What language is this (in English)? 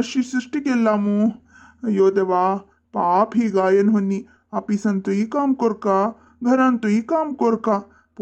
Konkani